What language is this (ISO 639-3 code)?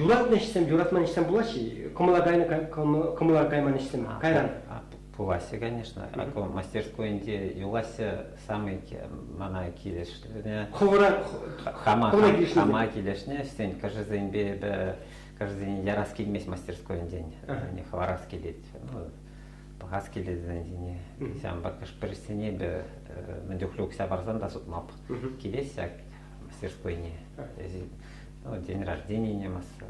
chv